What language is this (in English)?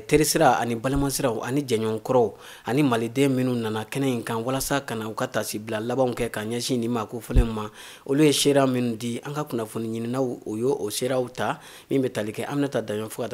Bambara